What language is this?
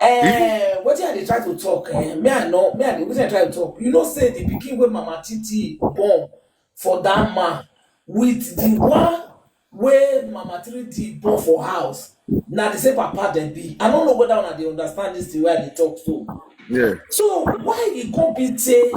Nigerian Pidgin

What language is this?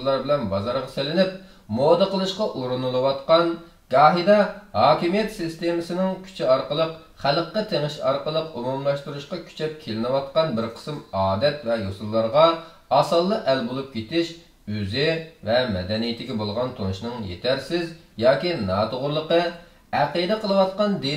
Uyghur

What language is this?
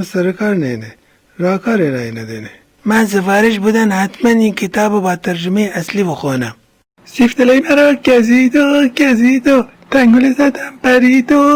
Gilaki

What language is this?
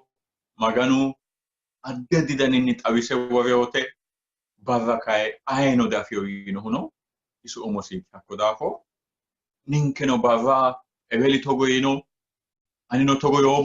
Sidamo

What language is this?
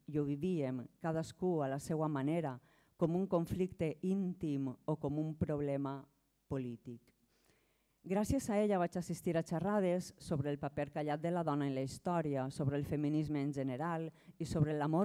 Catalan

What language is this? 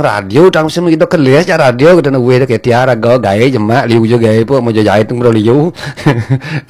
Balinese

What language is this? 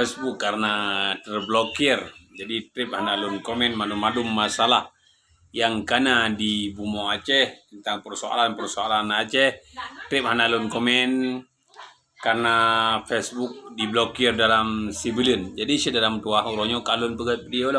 Achinese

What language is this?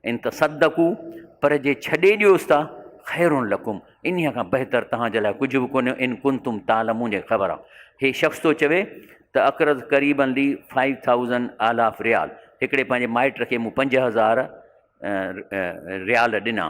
Sindhi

